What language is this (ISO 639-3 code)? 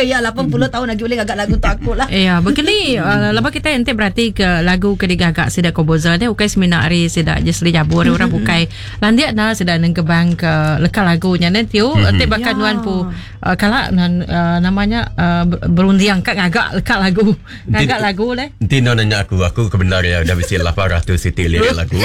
iba